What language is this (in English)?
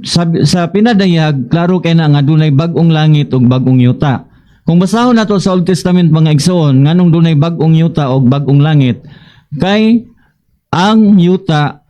Cebuano